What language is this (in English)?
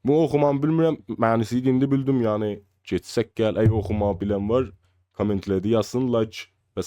South Azerbaijani